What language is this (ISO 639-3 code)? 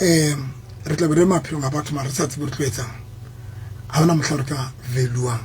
sot